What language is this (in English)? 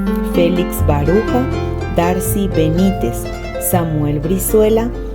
Guarani